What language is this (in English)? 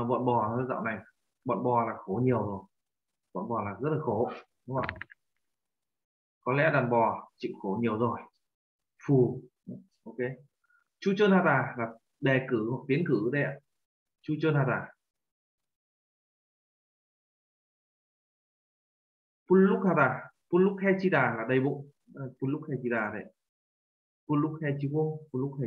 Vietnamese